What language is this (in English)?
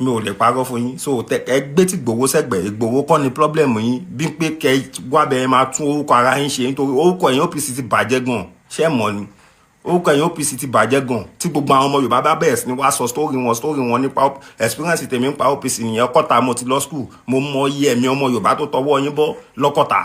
Yoruba